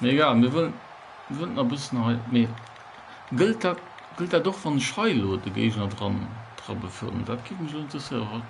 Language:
Luxembourgish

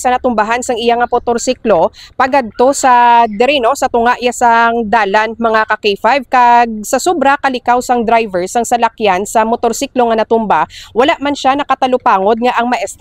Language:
Hiligaynon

